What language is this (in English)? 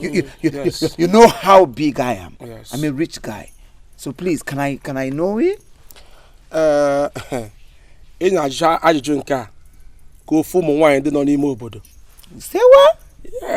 Igbo